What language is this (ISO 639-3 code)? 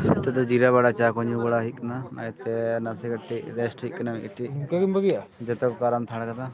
sat